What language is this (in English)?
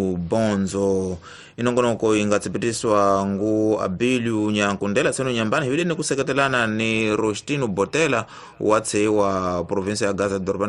Tsonga